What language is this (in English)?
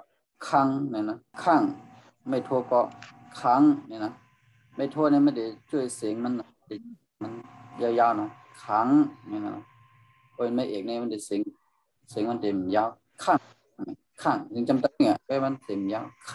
Shan